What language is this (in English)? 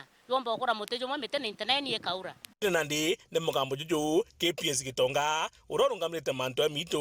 Meru